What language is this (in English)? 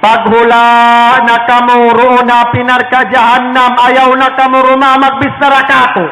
Tausug